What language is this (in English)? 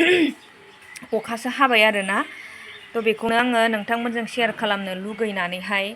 Bodo